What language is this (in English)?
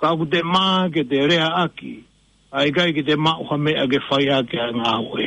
Tongan